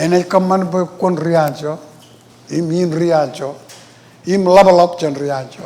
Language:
Marshallese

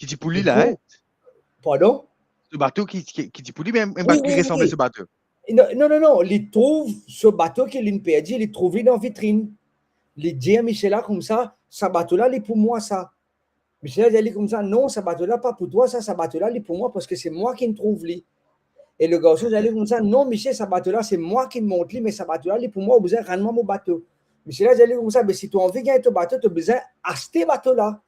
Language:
Morisyen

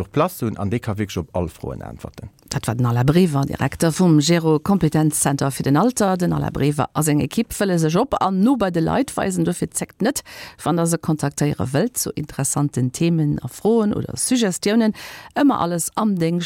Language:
Luxembourgish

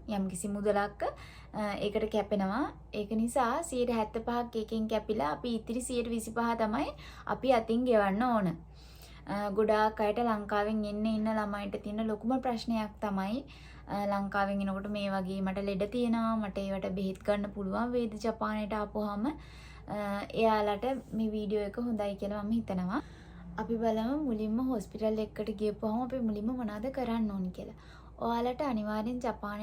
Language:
Sinhala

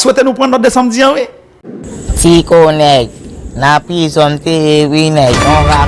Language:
Haitian Creole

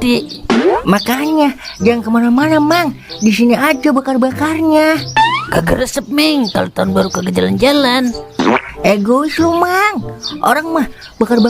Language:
Betawi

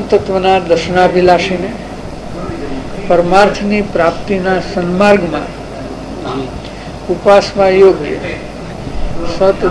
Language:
Gujarati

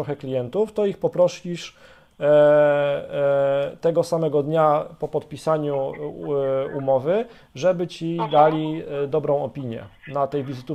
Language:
Polish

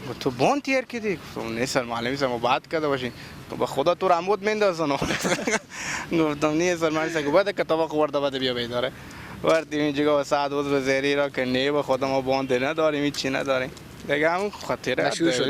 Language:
Persian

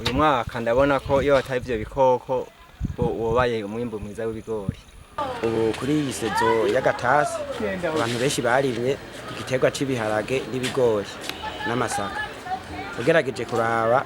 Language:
Rundi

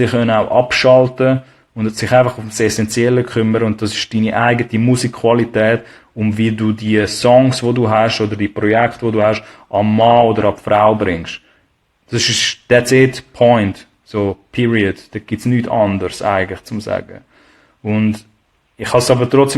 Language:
Swiss German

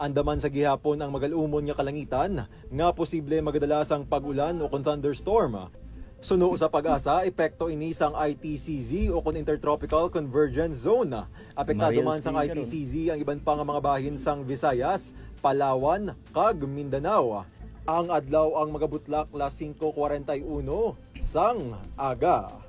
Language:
Hiligaynon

